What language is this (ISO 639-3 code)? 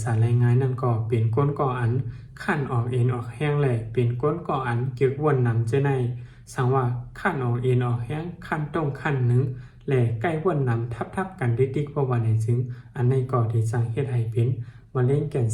shn